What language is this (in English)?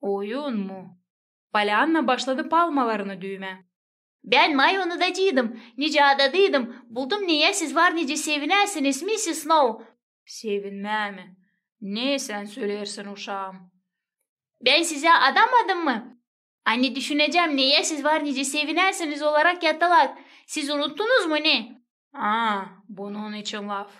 Gagauz